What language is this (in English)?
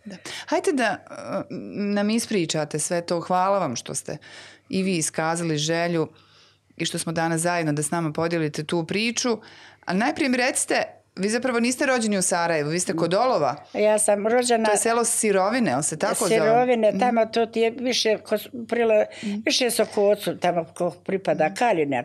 Bosnian